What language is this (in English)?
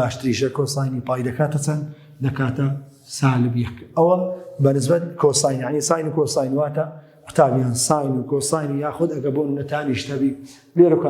Central Kurdish